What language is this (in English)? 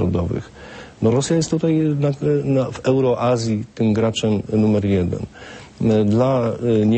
Polish